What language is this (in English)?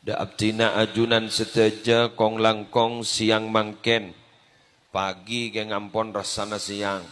Madurese